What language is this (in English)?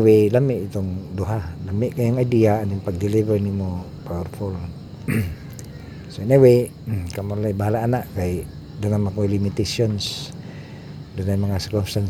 Cebuano